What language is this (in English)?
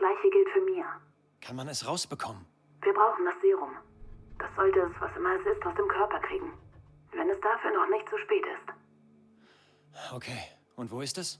Bavarian